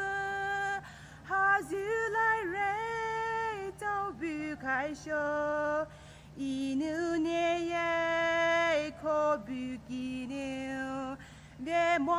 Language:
Poumei Naga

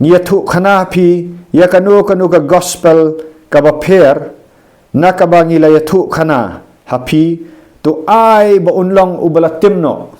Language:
Khasi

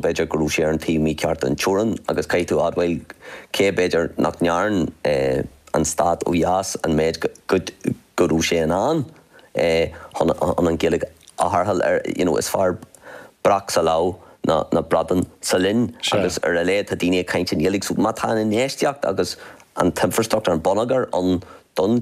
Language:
Irish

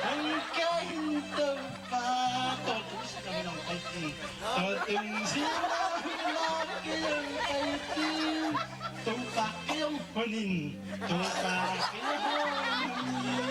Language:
Tedim Chin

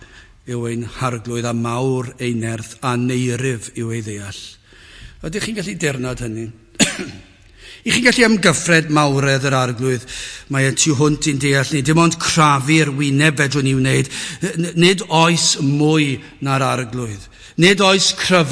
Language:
Welsh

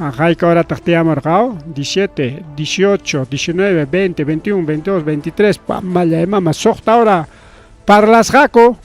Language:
Ayacucho Quechua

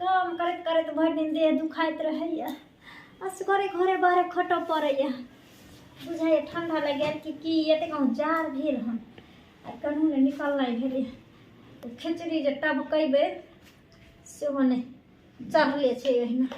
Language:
Maithili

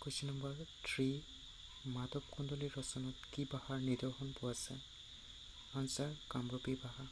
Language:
Assamese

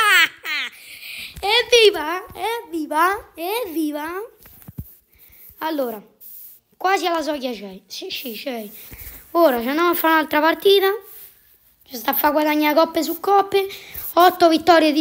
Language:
Italian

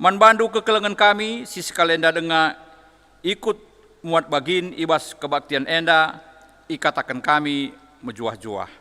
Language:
Batak Karo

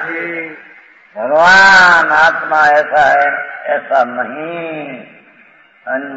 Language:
Hindi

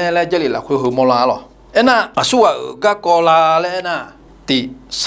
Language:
Akha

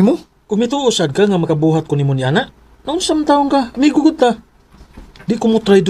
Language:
Cebuano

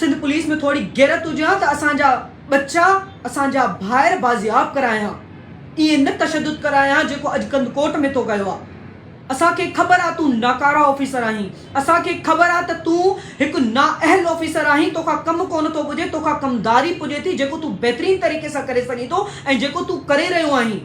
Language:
Sindhi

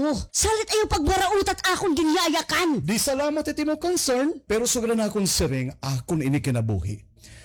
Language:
Waray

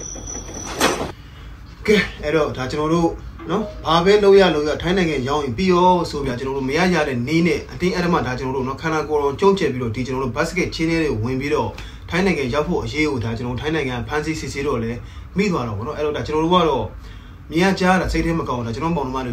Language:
Burmese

